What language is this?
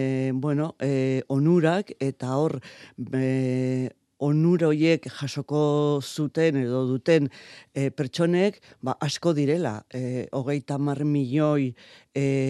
Basque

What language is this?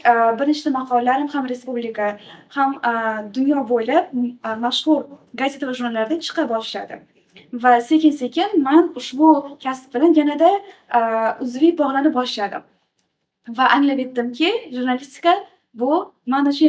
Uzbek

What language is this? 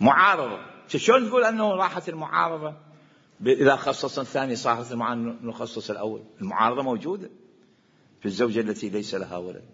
Mesopotamian Arabic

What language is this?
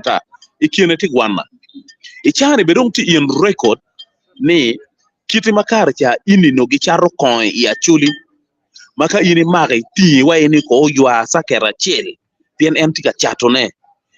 Acoli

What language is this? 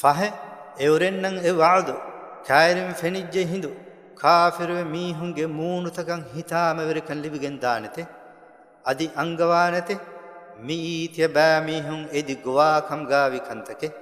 Divehi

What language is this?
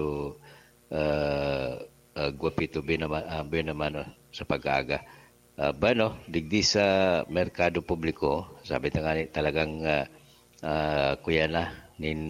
Bikol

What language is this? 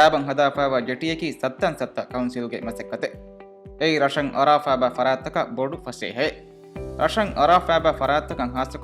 Divehi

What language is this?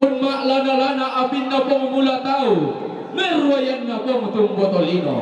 Toraja-Sa'dan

